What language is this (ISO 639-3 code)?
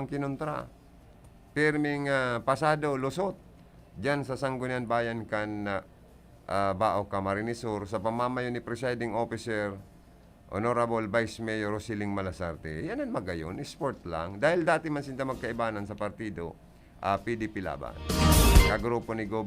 bik